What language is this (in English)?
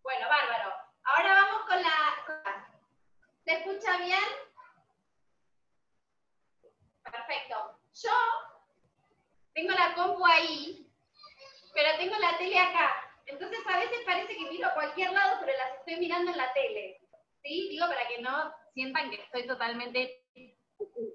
Spanish